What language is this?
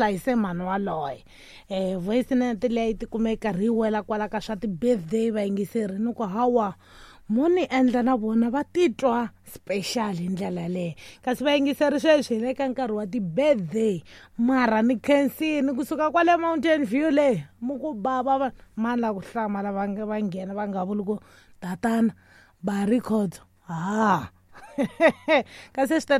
Tsonga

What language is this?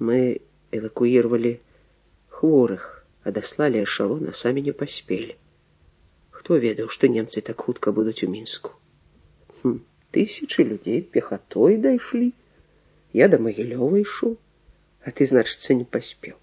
Belarusian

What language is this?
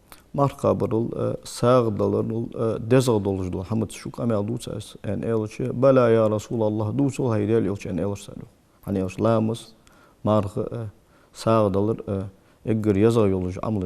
Ingush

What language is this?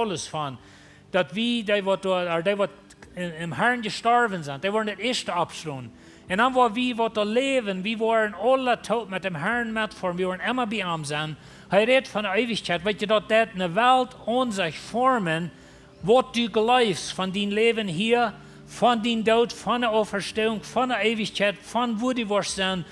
Plautdietsch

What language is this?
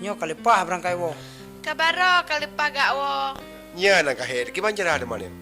Achinese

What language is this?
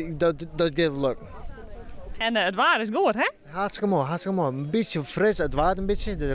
Western Frisian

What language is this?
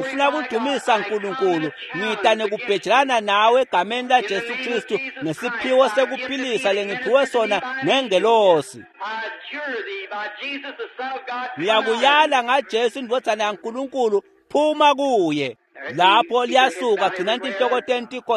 Swati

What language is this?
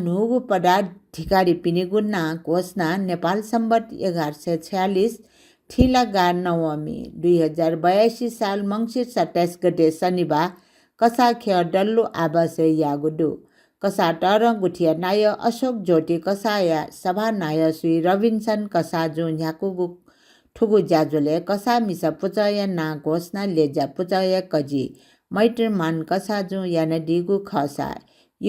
Newari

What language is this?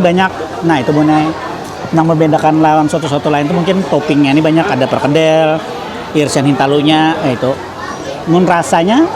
Banjar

